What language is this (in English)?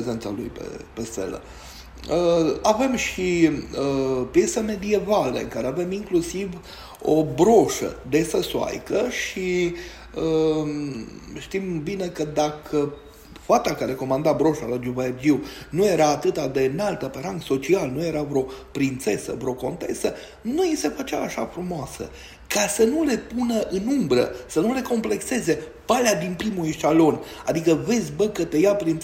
Romanian